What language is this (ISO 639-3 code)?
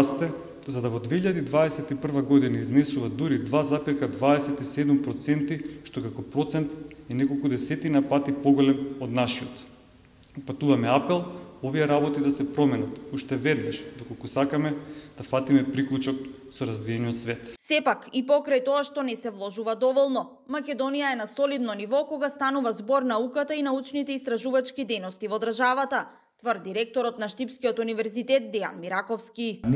mkd